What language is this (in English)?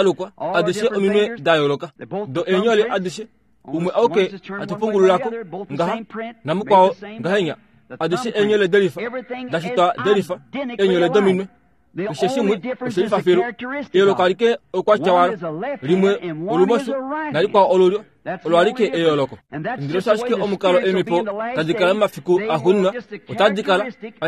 Kuanyama